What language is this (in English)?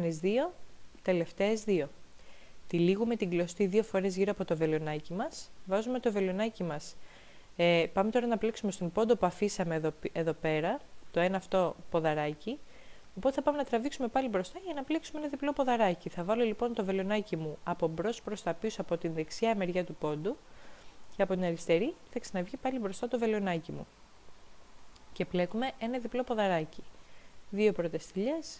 Greek